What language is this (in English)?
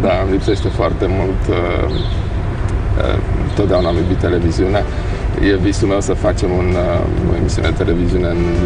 Romanian